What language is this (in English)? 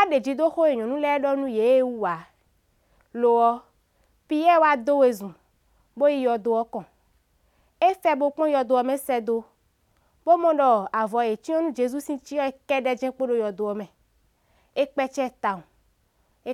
Somali